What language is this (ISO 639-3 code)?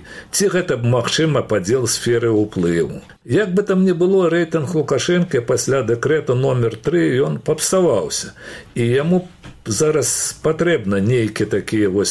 bel